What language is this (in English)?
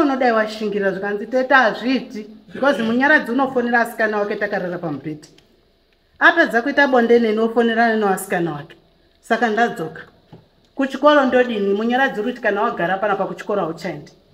Shona